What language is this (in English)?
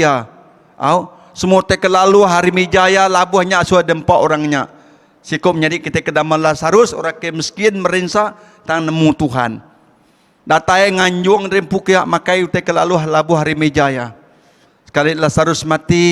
Iban